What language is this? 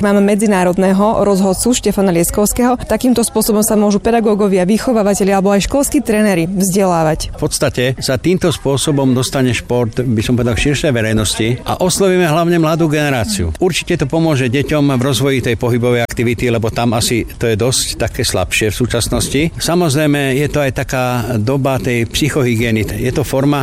Slovak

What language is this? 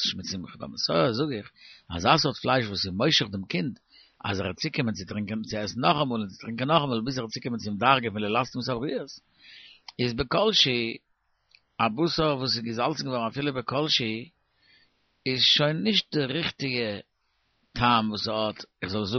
Yiddish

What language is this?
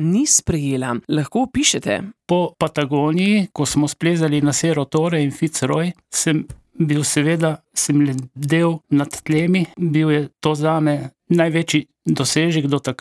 Slovenian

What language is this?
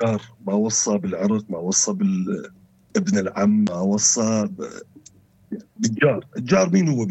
North Levantine Arabic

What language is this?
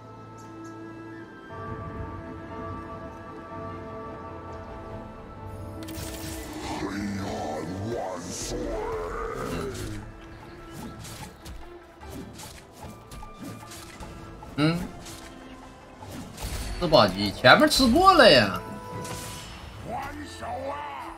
Chinese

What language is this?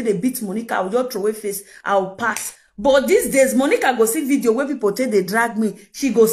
Nigerian Pidgin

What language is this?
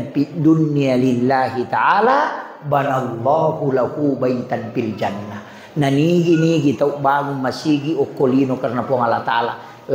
Buginese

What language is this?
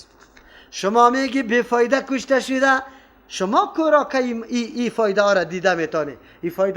Persian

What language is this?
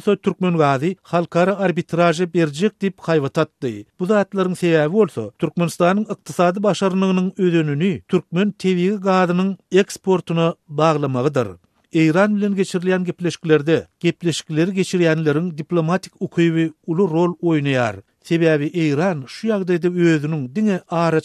Turkmen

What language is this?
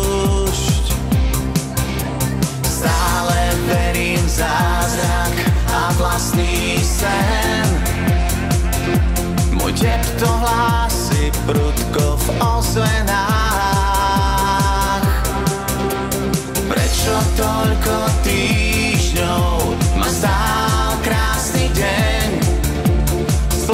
Slovak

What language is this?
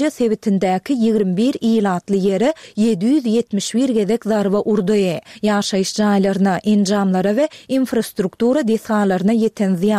Turkmen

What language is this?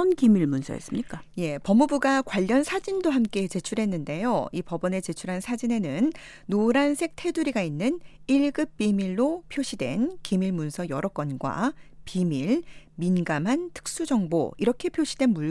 Korean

